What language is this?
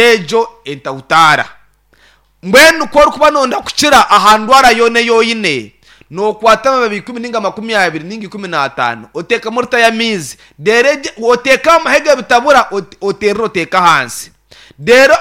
Nyankole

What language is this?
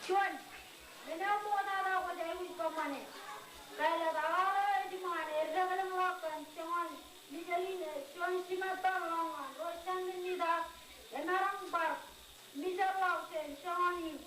Marshallese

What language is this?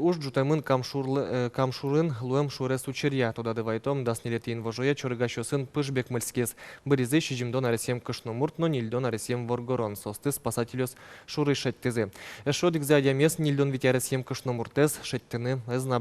Udmurt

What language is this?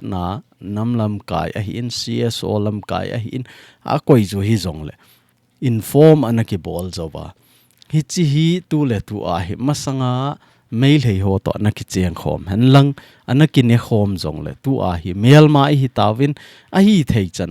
Thado Chin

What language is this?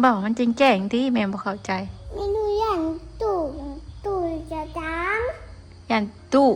Northeastern Thai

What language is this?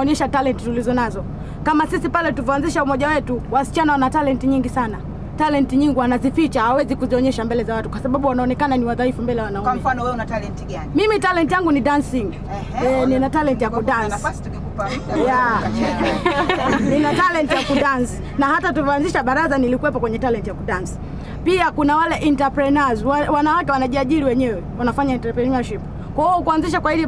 Swahili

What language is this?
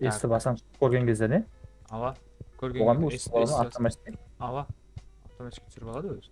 Kara-Kalpak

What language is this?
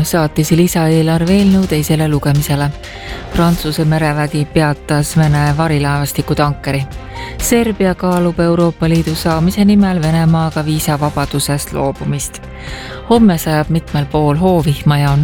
Estonian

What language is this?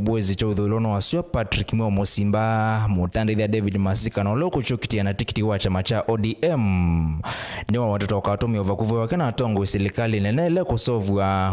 Kamba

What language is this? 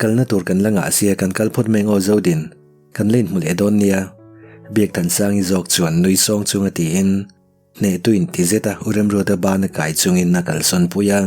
Mizo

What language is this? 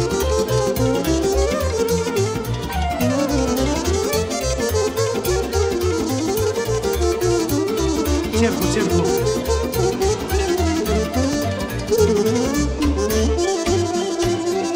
Romanian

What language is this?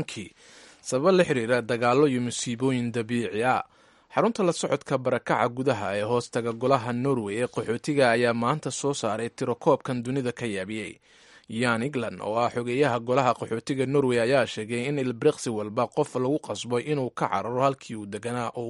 Somali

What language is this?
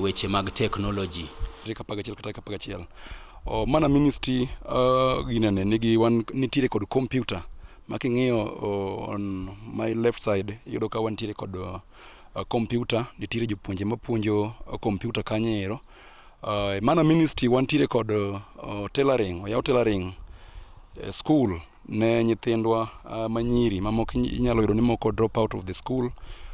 Luo (Kenya and Tanzania)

